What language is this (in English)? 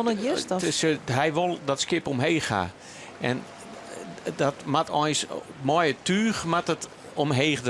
Western Frisian